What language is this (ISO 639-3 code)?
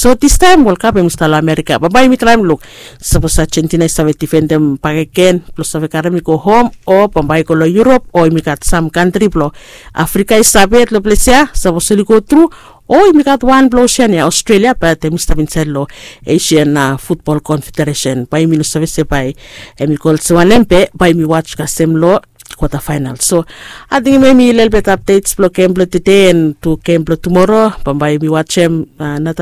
bis